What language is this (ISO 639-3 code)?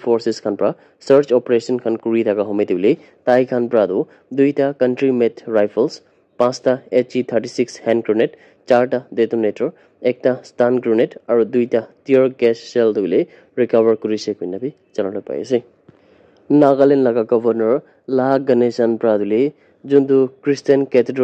nag